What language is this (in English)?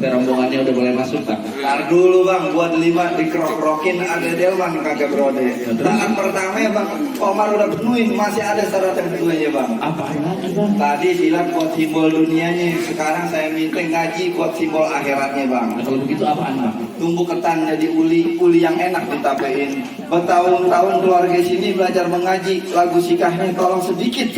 Betawi